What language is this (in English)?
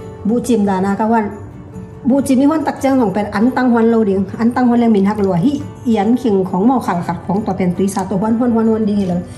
Tedim Chin